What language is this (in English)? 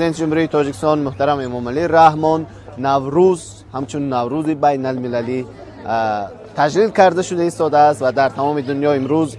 Tajik